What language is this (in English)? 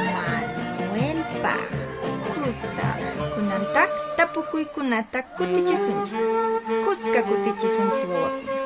Quechua